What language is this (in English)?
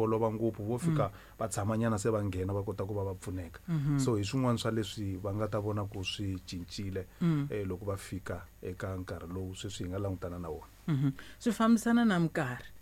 Tsonga